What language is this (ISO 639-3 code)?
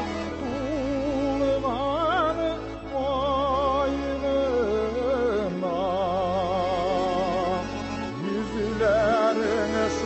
tat